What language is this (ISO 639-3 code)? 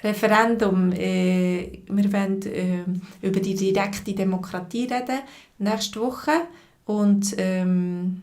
gsw